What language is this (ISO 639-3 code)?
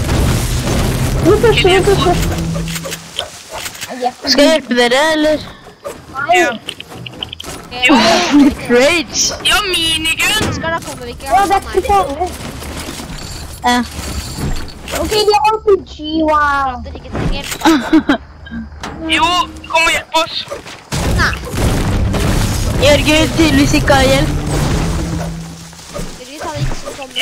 nor